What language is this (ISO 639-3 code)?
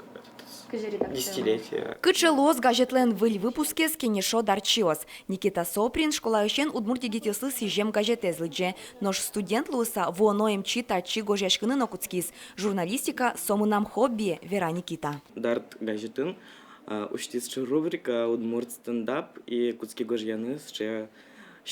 udm